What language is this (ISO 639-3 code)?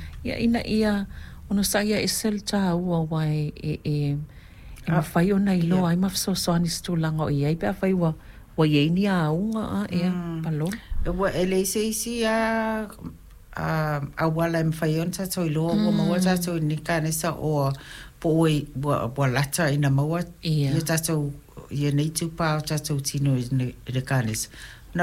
smo